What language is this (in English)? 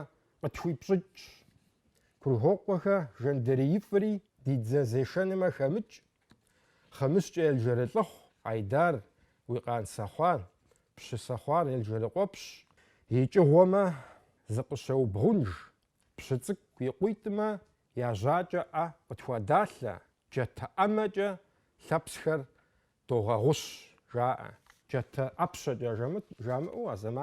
Kabardian